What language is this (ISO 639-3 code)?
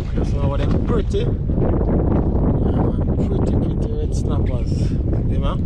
jam